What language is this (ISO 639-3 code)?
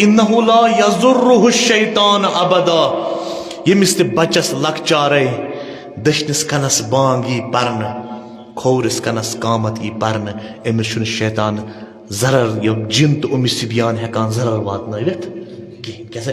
kas